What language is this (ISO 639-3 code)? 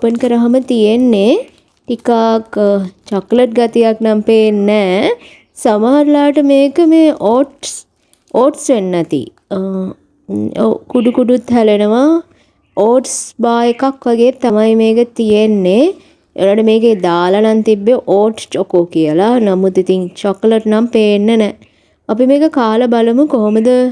sin